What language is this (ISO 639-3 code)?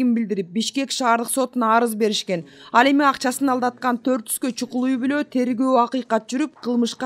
kir